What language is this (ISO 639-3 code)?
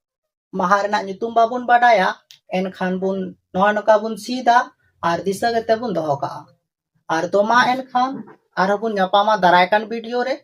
sat